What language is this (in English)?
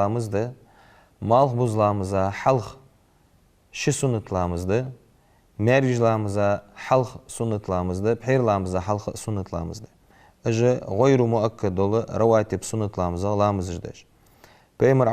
Ingush